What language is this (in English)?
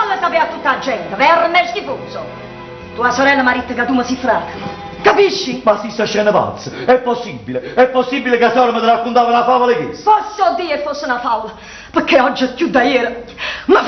Neapolitan